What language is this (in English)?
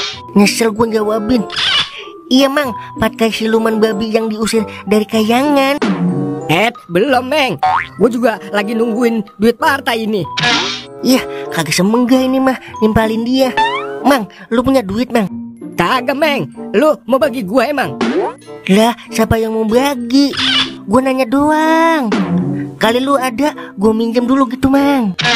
Betawi